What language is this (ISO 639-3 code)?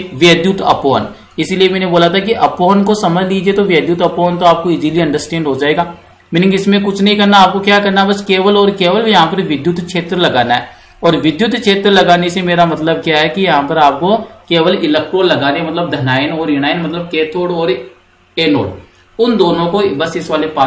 hin